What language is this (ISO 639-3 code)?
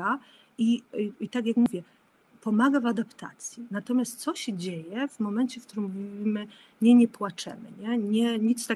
pol